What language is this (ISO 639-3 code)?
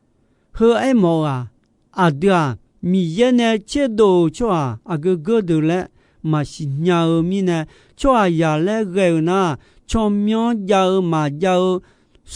ahk